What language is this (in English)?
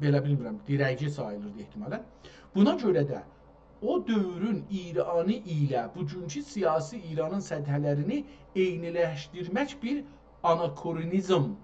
South Azerbaijani